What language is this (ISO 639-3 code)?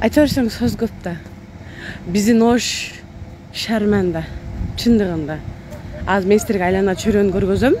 kir